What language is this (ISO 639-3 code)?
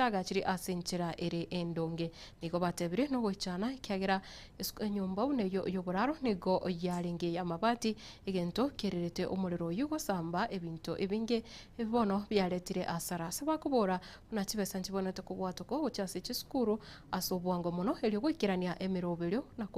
guz